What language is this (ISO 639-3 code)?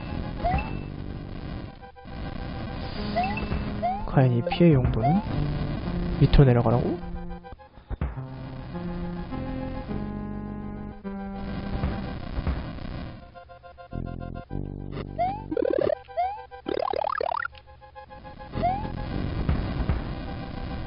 kor